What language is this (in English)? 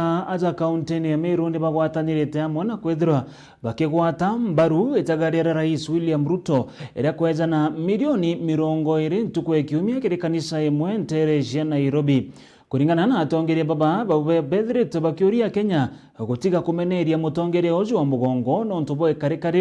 Meru